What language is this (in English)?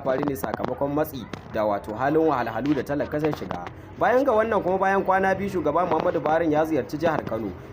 Hausa